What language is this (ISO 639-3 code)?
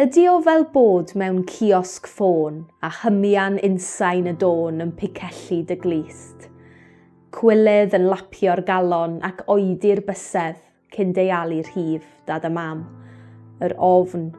cym